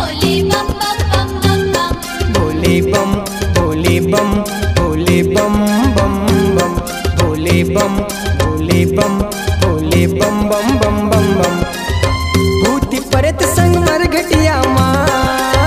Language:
Bhojpuri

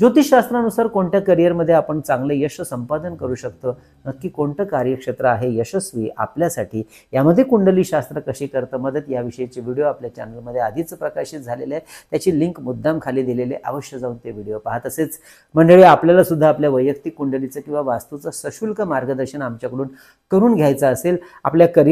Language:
Marathi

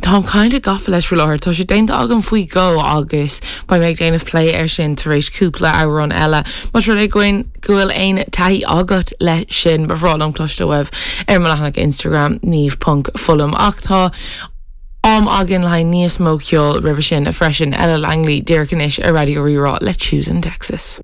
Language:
Irish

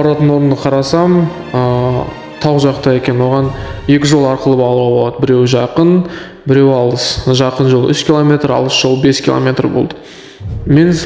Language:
Kazakh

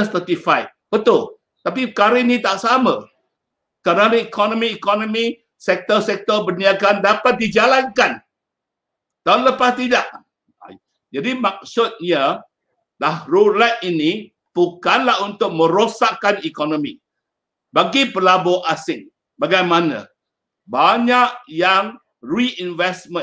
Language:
Malay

